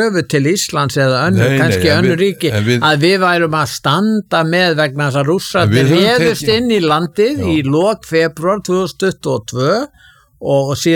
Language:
Icelandic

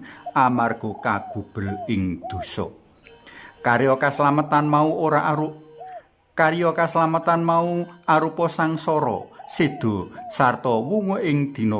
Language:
Javanese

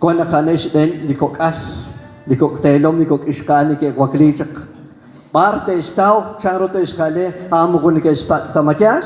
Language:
Kekchí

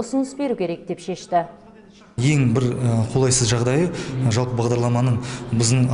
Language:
Kazakh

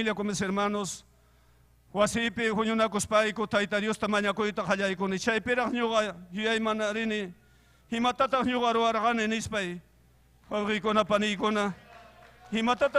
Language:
Ayacucho Quechua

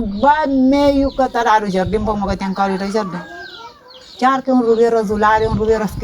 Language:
Kabuverdianu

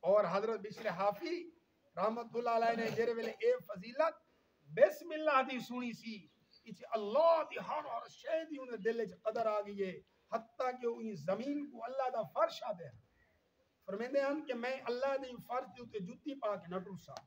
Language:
Saraiki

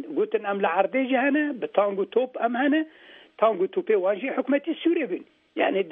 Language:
Kurdish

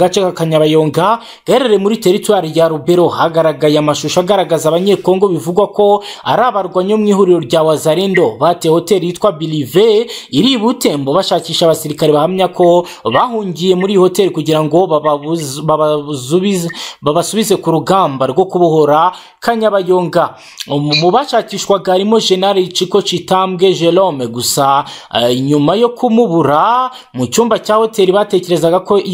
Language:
Kinyarwanda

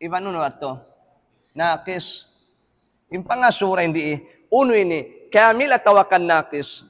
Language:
Tausug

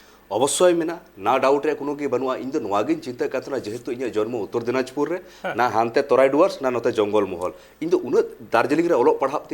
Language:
Santali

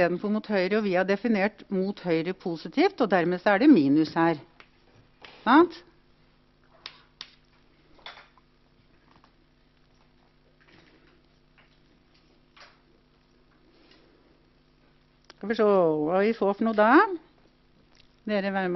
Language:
Norwegian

